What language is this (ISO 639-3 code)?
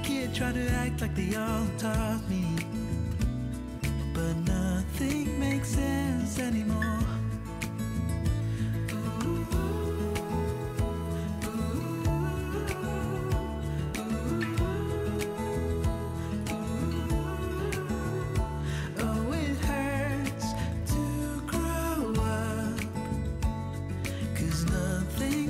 por